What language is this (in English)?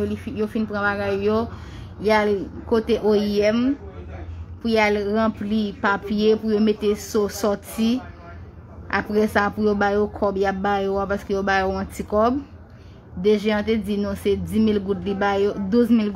Haitian Creole